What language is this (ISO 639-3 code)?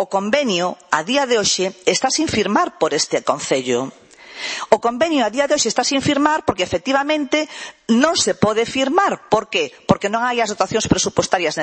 glg